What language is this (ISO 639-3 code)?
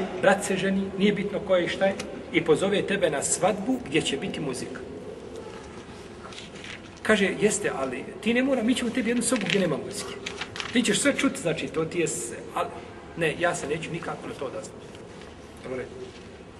bos